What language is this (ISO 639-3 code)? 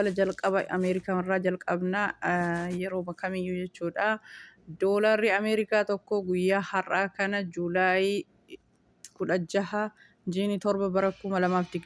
orm